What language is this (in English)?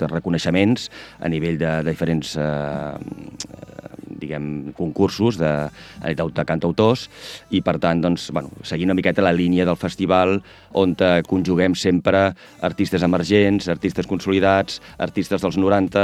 Catalan